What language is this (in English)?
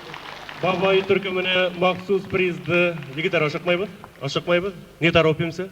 Bashkir